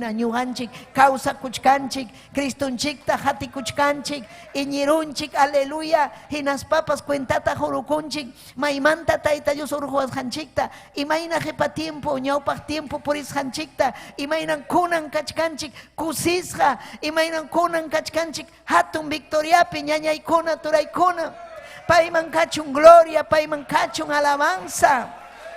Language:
Ayacucho Quechua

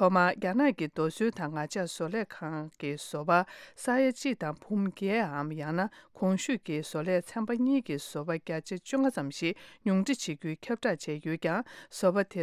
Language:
Tibetan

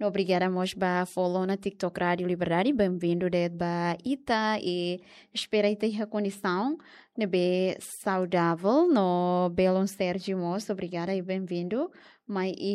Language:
Tetum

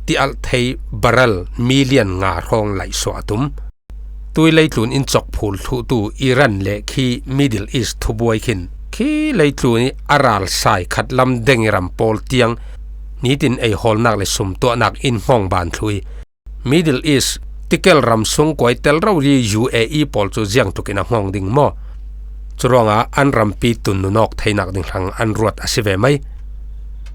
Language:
Falam Chin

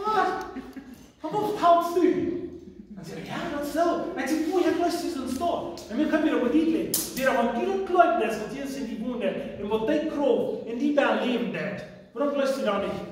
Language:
Plautdietsch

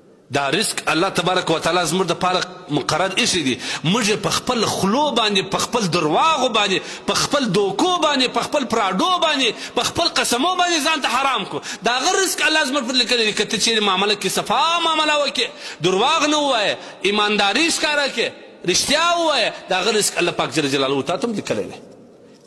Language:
Pashto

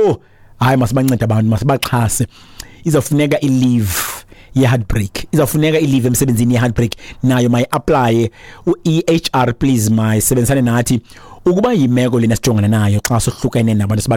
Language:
Xhosa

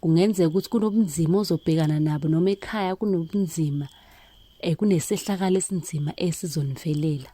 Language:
Zulu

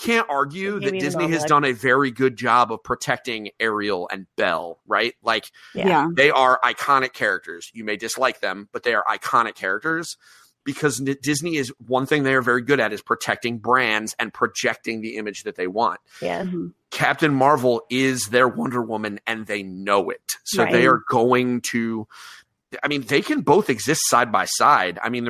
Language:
English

